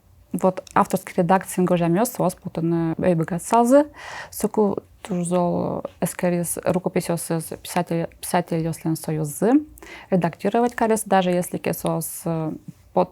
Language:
Udmurt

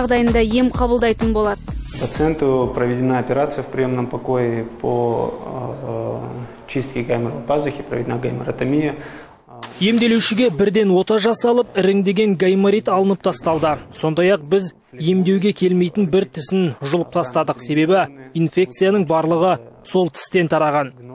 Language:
Kazakh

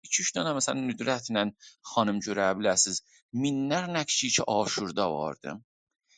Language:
South Azerbaijani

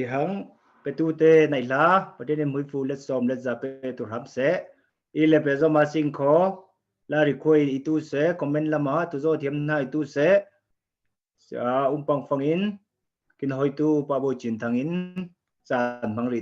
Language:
Falam Chin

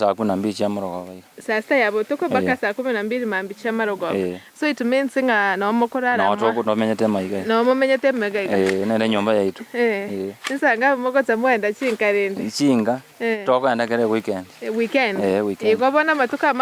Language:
Gusii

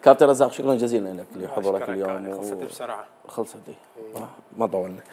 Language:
Mesopotamian Arabic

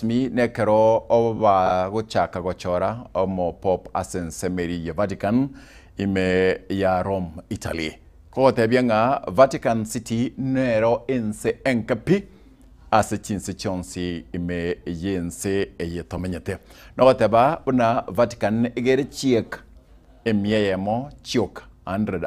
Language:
Gusii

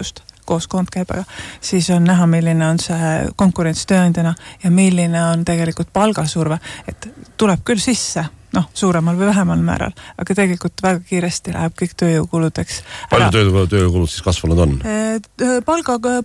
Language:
Estonian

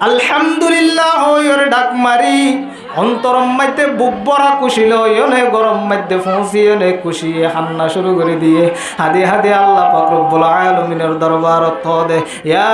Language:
Rohingya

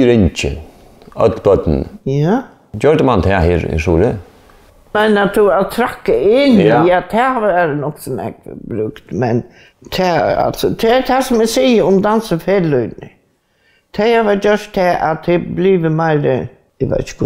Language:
Faroese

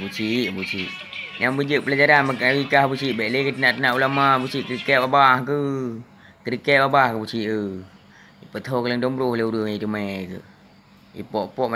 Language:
Achinese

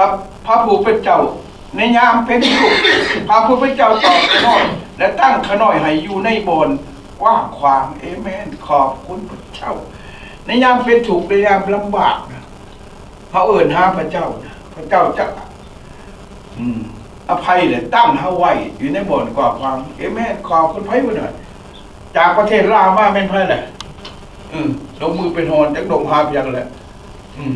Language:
Lao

